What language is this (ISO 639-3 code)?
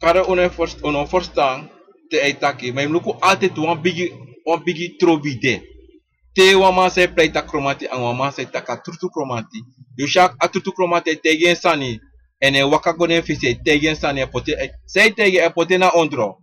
srn